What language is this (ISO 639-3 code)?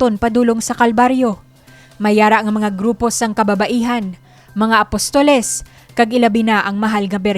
hil